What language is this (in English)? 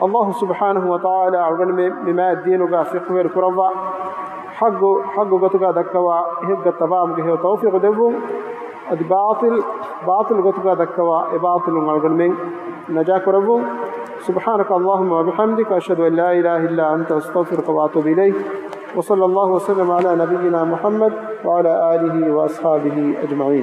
Divehi